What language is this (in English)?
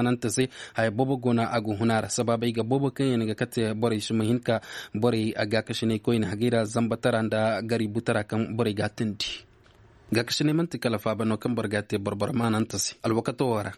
Zarma